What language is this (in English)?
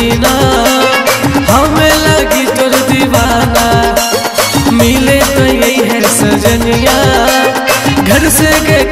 Bhojpuri